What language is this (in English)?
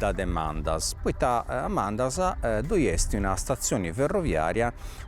Sardinian